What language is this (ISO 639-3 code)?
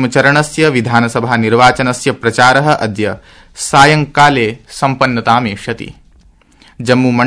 san